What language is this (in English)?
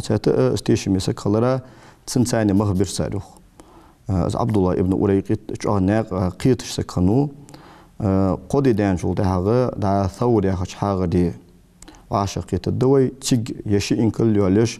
Ingush